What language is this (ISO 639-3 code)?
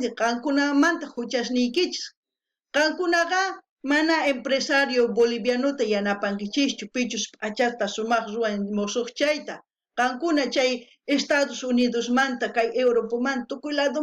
quh